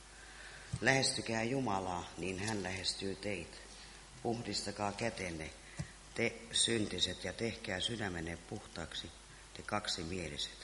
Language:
Finnish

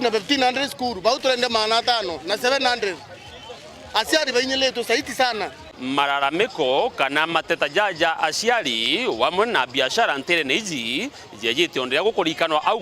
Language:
Meru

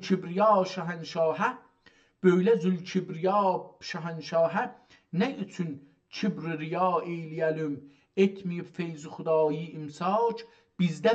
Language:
South Azerbaijani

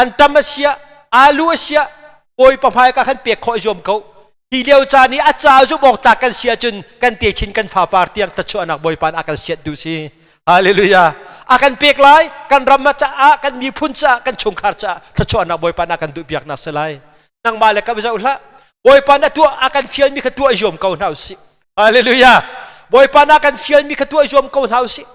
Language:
Hakha Chin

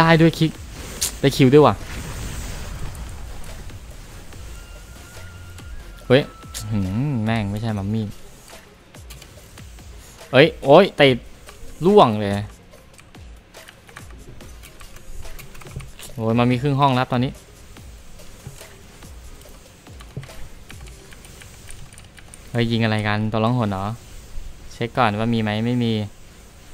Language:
Thai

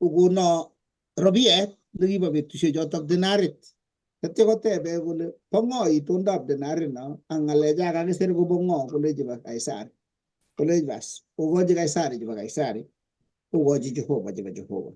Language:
Kalenjin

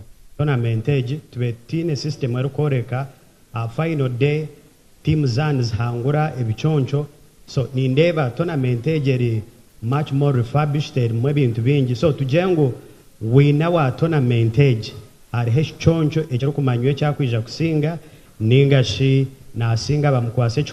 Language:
Nyankole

